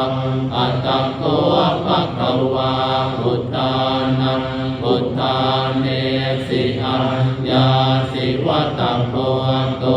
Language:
Pali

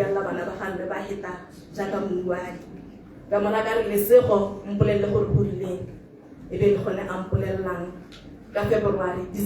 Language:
Tswana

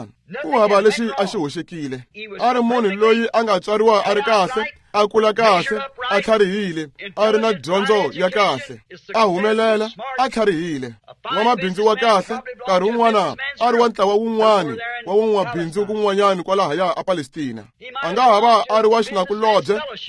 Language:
Tsonga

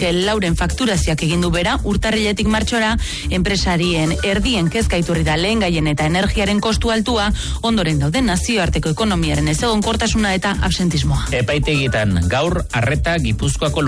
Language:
Basque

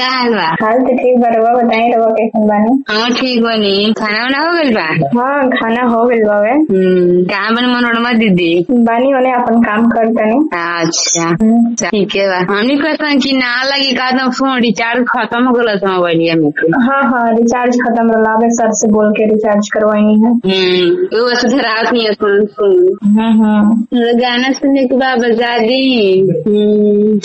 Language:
Bhojpuri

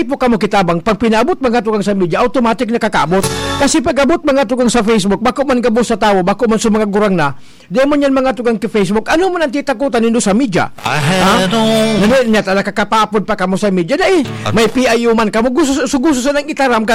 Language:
Bikol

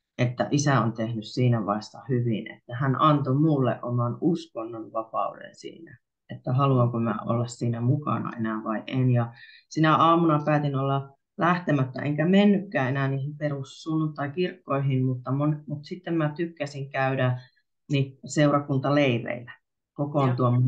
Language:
Finnish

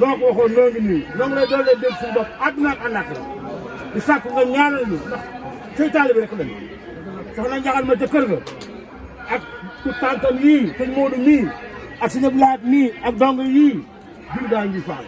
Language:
Wolof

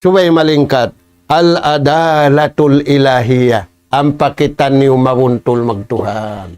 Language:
Tausug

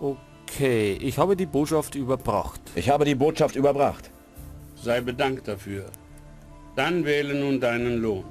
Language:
Bavarian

